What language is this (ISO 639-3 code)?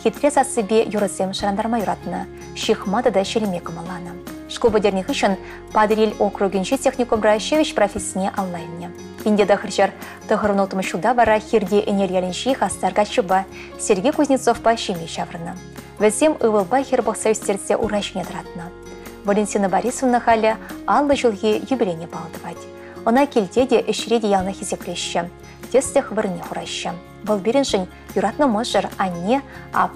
chv